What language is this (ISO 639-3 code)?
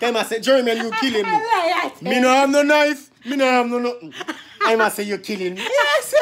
jam